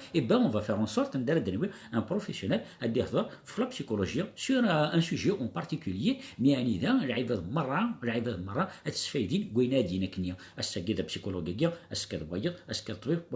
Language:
Kabyle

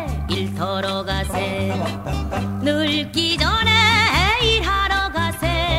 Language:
Korean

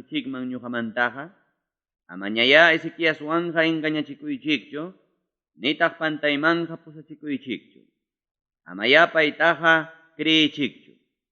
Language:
Ayacucho Quechua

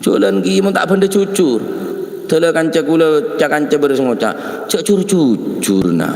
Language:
Madurese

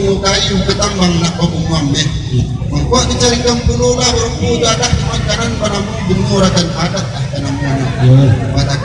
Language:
Minangkabau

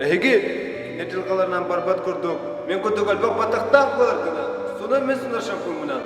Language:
Yakut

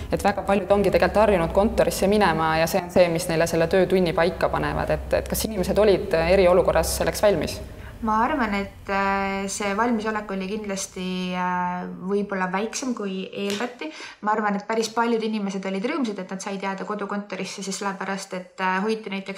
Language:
Estonian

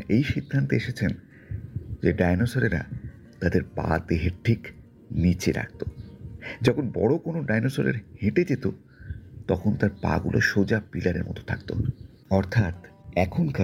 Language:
Bangla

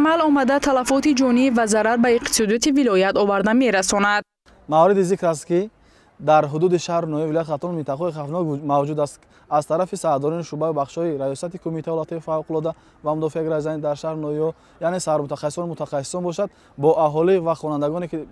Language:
Tajik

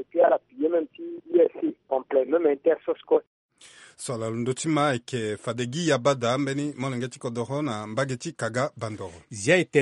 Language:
Sango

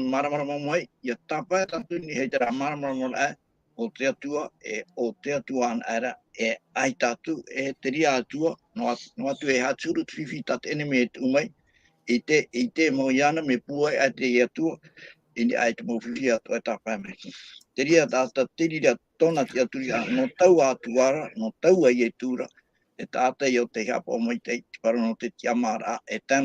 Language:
Tahitian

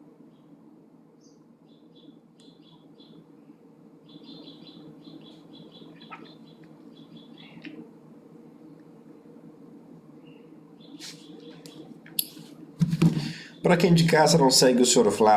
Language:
Portuguese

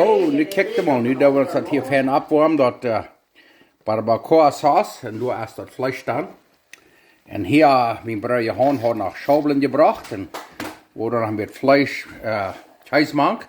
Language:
Plautdietsch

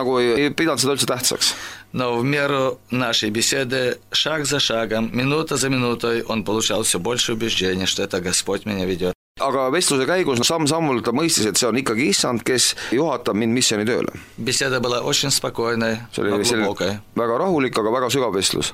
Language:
Estonian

